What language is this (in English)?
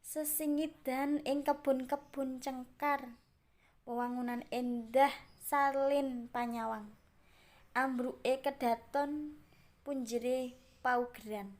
Javanese